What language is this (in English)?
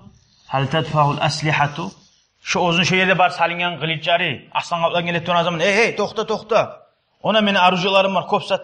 Kumyk